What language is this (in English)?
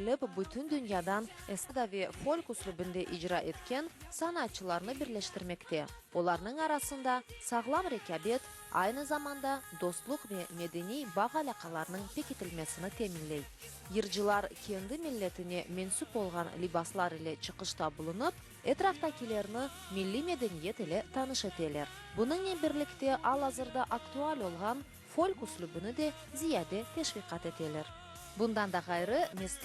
Crimean Tatar